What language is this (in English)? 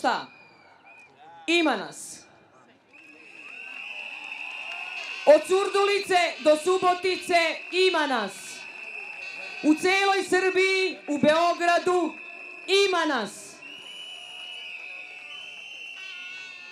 Serbian